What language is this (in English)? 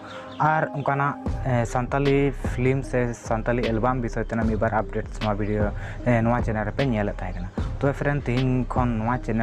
Santali